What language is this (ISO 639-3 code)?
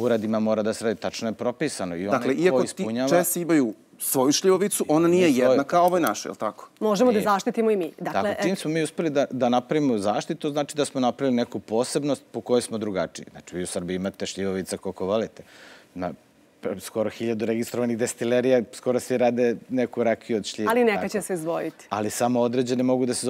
srp